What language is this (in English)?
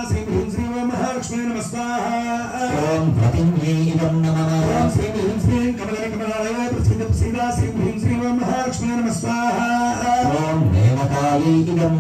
Telugu